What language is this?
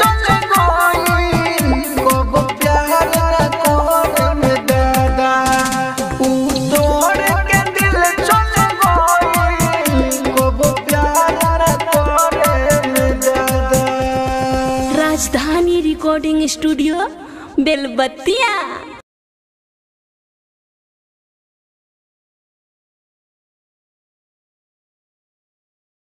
Bhojpuri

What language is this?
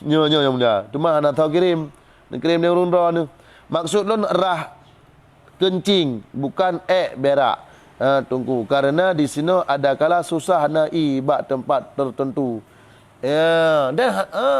Achinese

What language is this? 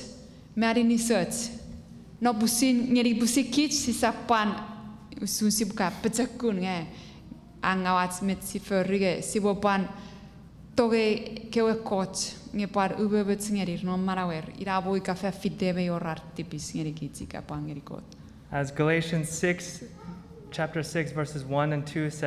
Chuukese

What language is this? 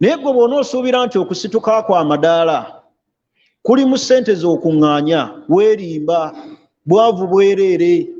Ganda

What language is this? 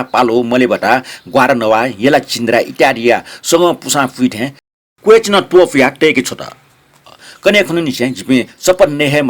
Newari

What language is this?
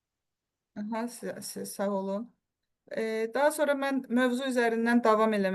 Azerbaijani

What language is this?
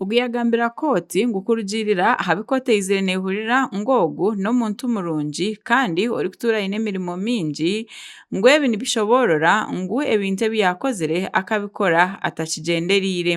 Nyankole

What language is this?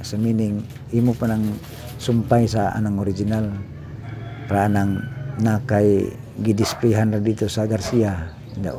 Cebuano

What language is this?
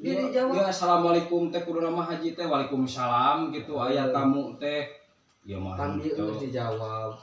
Sundanese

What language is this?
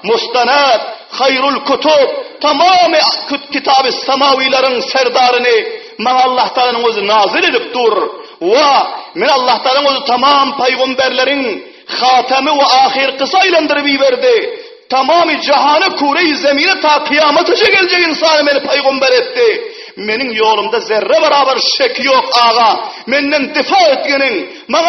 Turkmen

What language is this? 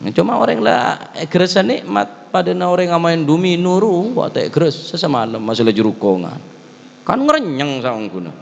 Madurese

